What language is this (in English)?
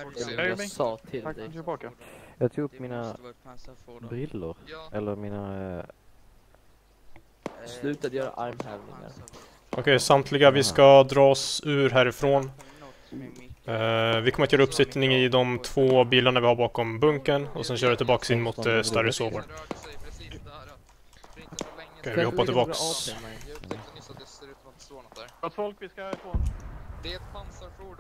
Swedish